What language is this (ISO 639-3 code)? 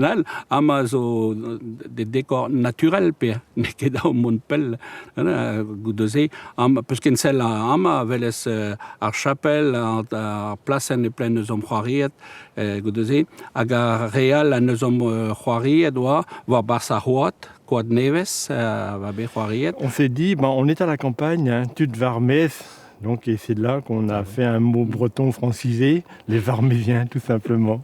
bre